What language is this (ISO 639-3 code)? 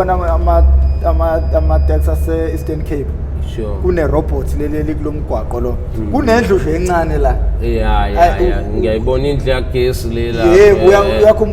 zul